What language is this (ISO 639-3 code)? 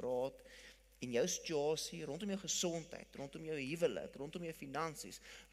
afr